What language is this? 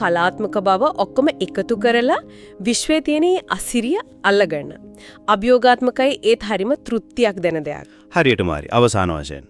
Sinhala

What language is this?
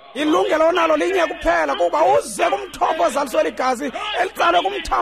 Xhosa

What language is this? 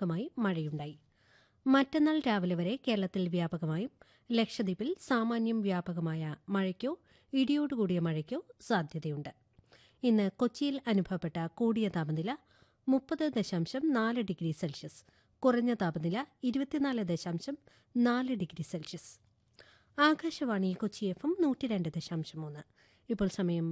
Malayalam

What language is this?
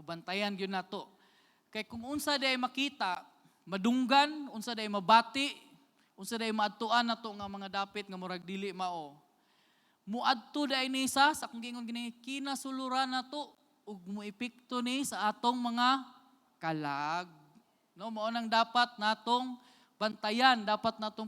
Cebuano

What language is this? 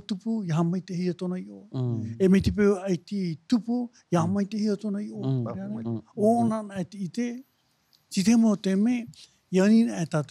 Tahitian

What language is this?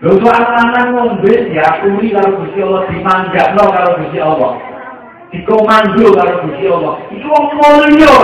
Javanese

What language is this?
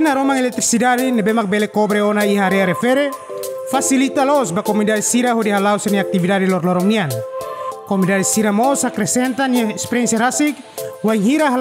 Tetum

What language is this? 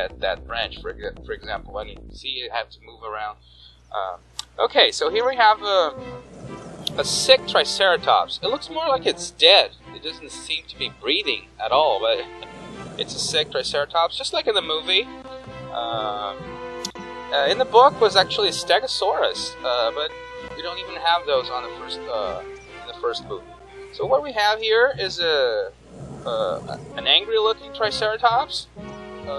English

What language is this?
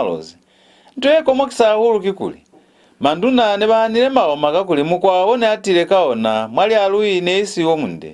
Lozi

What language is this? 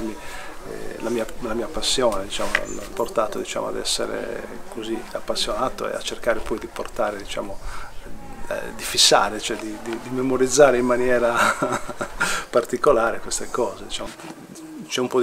Italian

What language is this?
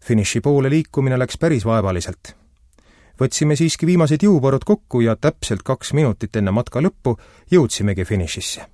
Estonian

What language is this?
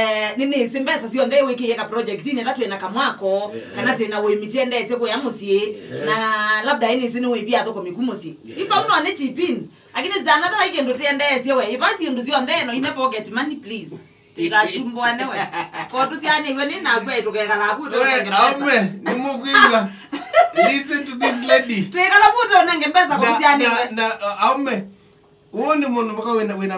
Kamba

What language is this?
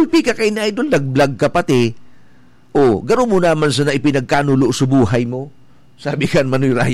Bikol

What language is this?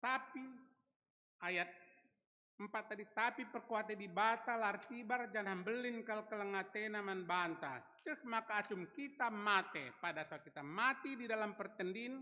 Batak Karo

